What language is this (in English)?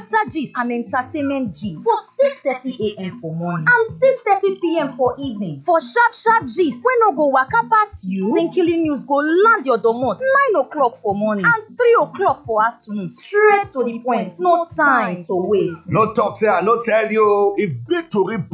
Nigerian Pidgin